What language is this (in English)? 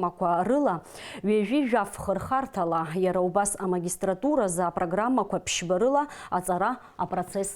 Abkhazian